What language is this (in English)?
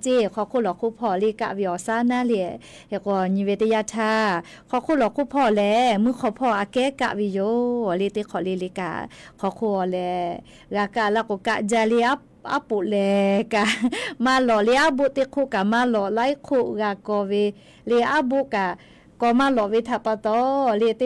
Lahu